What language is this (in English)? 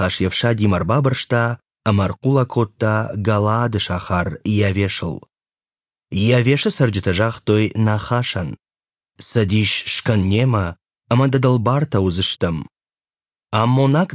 Ossetic